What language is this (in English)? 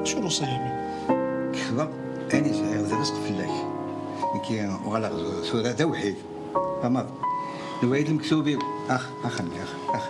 Kabyle